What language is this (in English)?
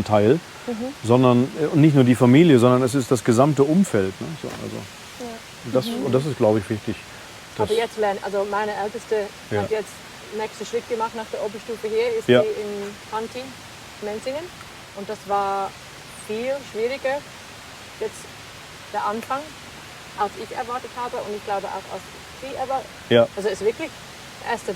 Swiss German